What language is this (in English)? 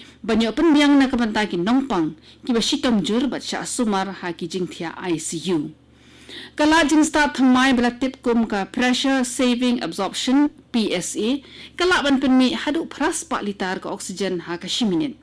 Khasi